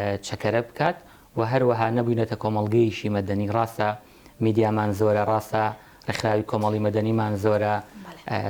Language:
Central Kurdish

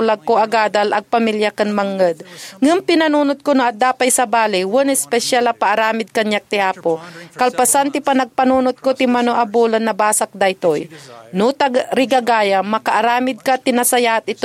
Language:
Iloko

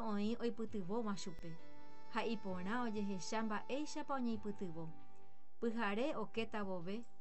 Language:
Guarani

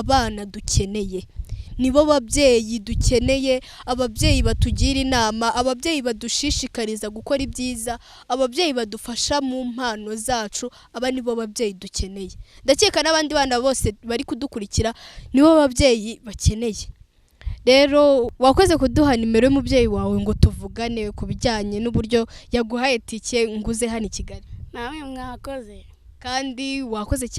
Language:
Kinyarwanda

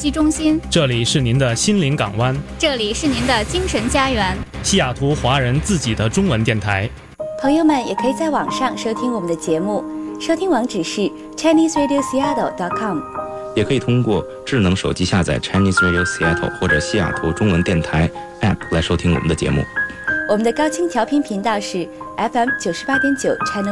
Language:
Chinese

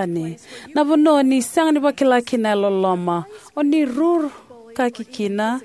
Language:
Fijian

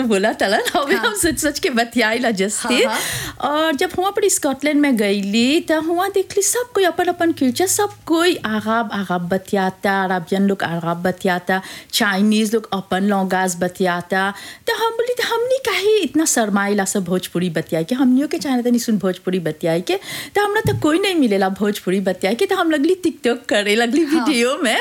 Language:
Bhojpuri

